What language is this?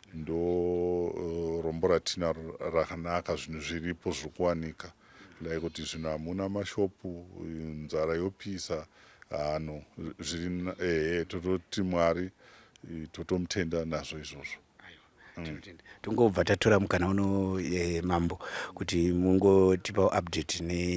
Shona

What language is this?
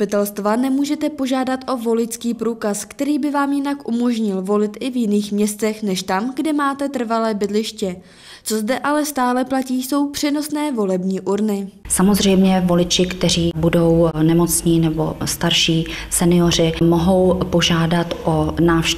Czech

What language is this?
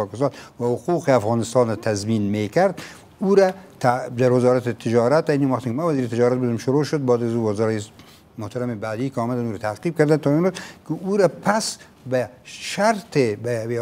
Persian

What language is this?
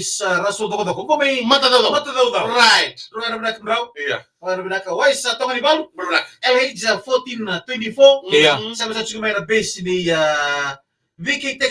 Fijian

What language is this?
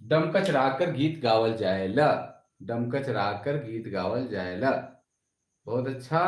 Sadri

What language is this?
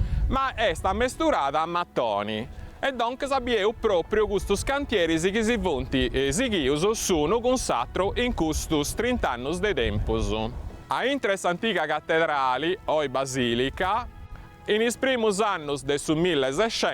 Sardinian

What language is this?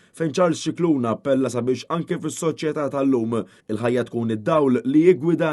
Maltese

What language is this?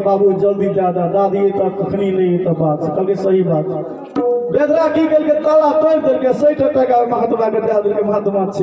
Maithili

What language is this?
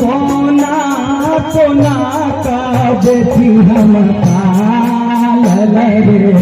Maithili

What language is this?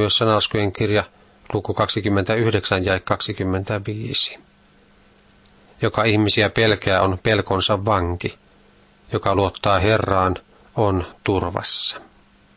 Finnish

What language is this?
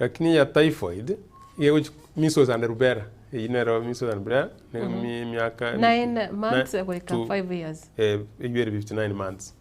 Gusii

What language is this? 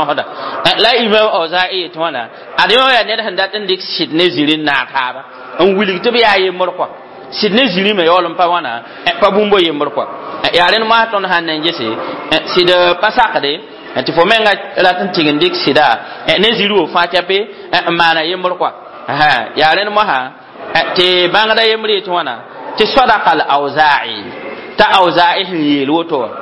Mossi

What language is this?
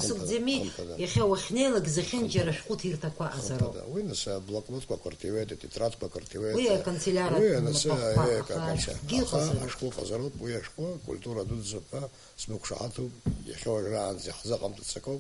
Abkhazian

